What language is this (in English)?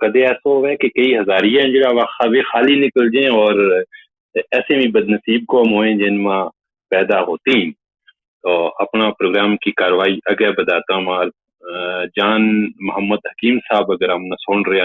Gujari